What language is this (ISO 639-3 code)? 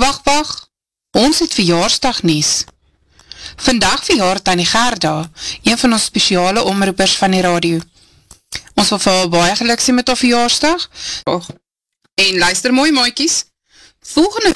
afr